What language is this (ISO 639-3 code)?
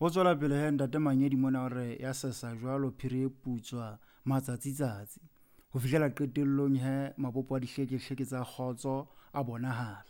sot